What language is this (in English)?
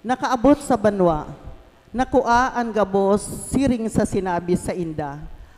Bikol